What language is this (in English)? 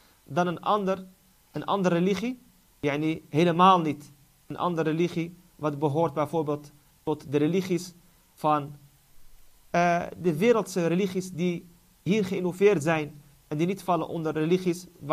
Dutch